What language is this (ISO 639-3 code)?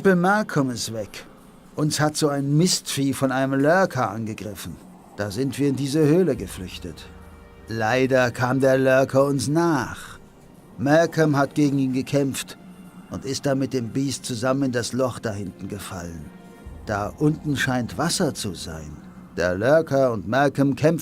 bar